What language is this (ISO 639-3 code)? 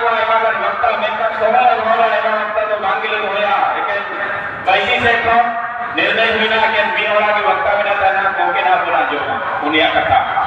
sat